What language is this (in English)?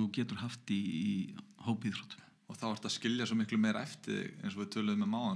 Icelandic